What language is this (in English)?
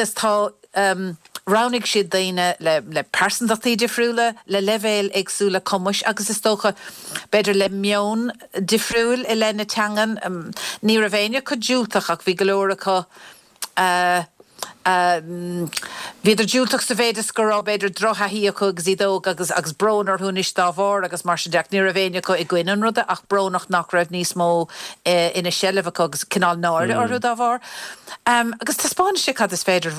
Irish